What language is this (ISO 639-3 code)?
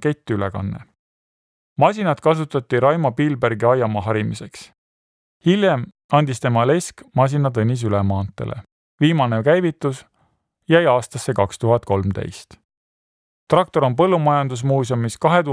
est